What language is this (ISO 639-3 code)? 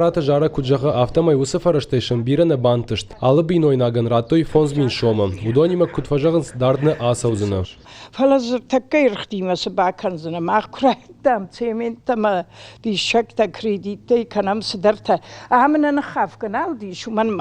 oss